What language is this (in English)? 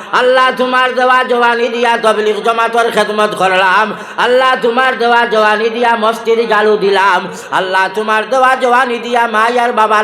Sylheti